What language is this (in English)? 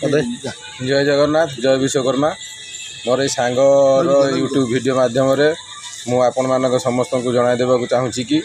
Odia